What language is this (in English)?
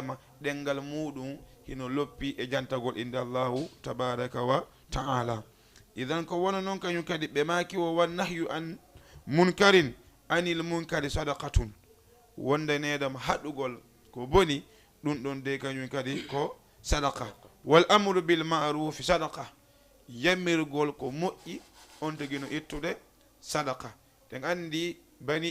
Fula